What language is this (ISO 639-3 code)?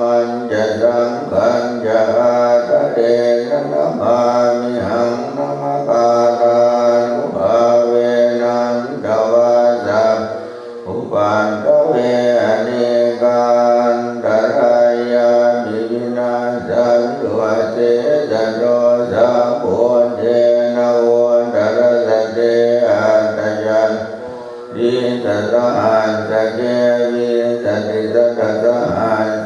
pli